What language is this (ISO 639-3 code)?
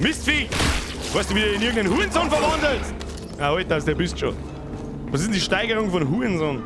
bar